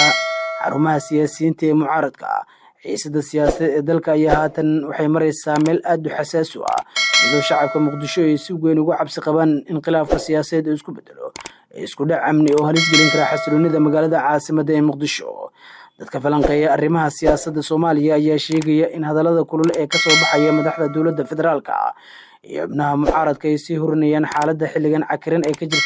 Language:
Somali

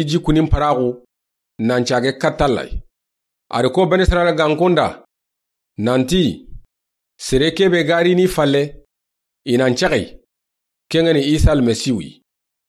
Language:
Soninke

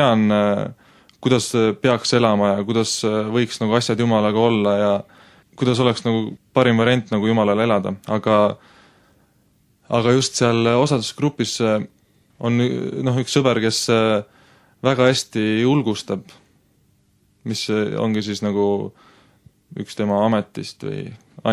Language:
Estonian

